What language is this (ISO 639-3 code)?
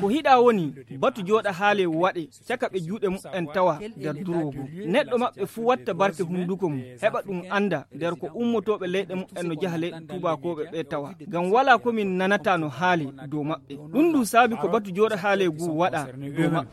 ful